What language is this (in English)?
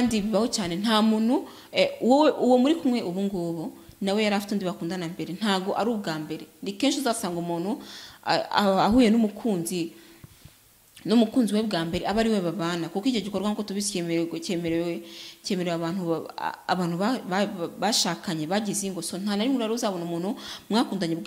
Kinyarwanda